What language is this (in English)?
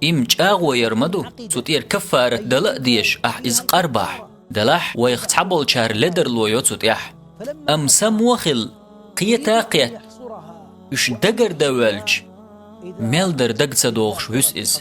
Chechen